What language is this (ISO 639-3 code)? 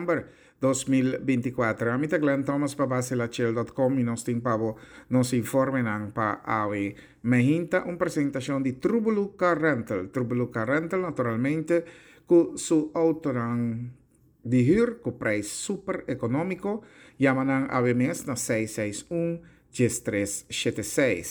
pap